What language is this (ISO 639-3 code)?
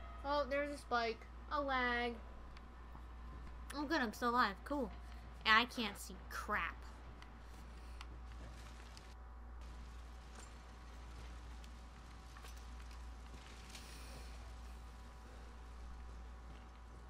eng